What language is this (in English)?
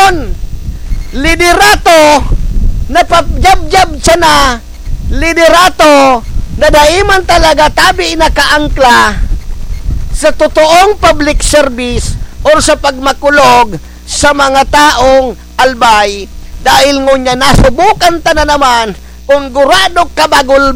Bikol